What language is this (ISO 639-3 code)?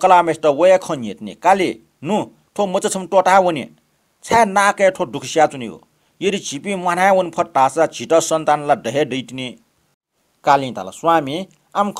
new